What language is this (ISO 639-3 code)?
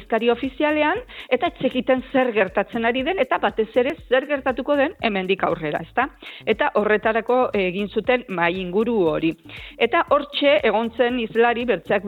eus